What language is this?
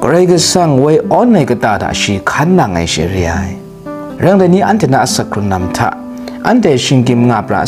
Kachin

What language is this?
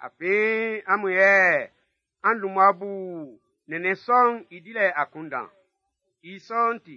Baoulé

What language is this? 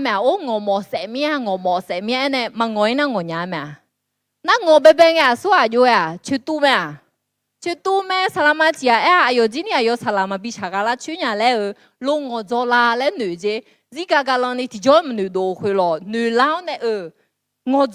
Akha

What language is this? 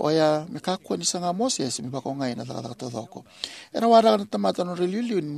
Fijian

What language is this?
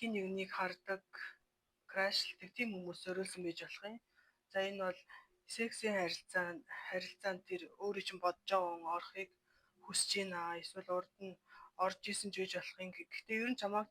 Mongolian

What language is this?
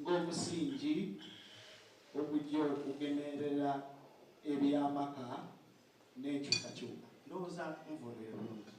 Soga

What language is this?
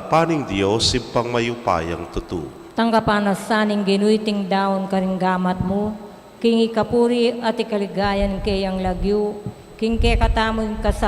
Pampanga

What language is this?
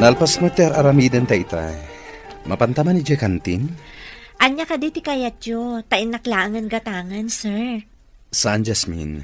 Iloko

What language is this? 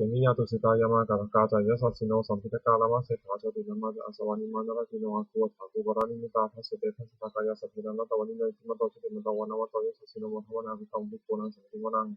Pali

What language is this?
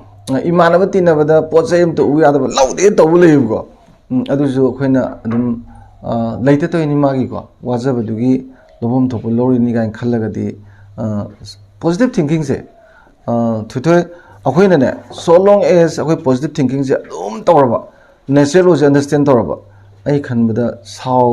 Manipuri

